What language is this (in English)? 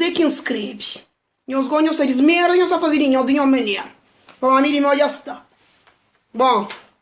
Kabuverdianu